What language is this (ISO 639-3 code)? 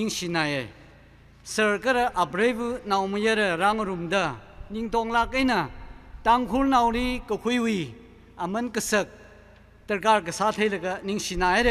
nmf